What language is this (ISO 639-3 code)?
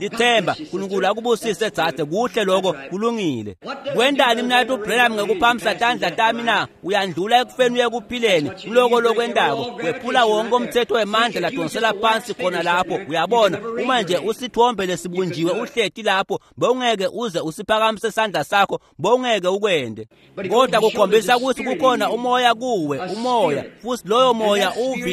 ssw